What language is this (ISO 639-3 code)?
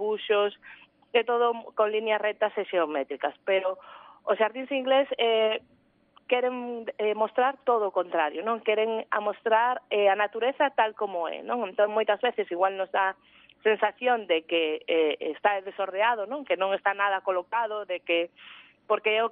glg